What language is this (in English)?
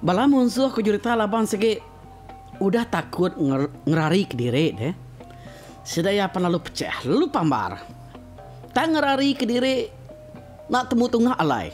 Iban